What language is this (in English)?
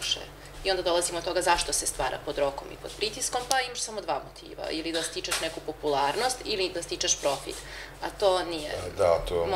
Serbian